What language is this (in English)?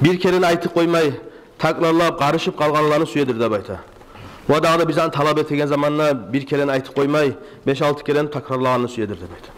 Kumyk